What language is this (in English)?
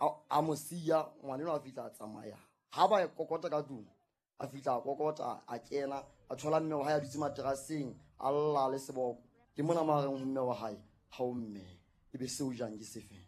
Southern Sotho